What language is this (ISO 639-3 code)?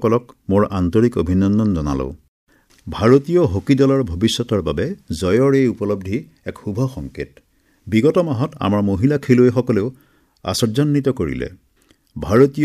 asm